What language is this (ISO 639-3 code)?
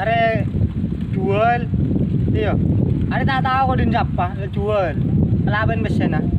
mad